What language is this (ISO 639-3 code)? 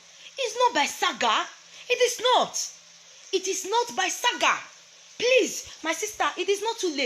pcm